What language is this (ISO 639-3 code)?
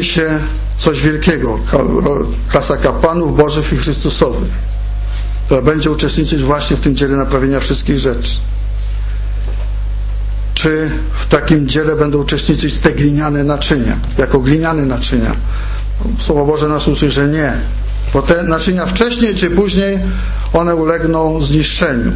pol